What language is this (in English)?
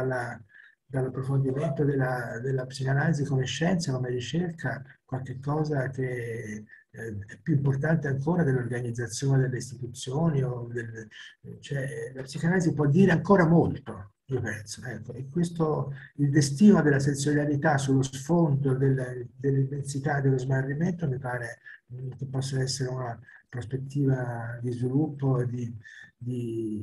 Italian